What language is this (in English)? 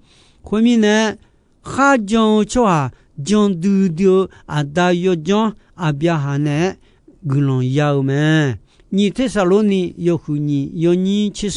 Akha